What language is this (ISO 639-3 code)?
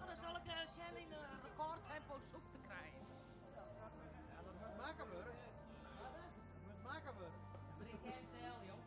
fry